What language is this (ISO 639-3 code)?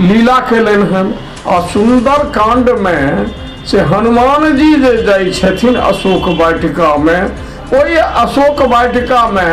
mai